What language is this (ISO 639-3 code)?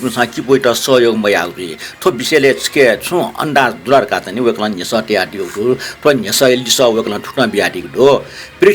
new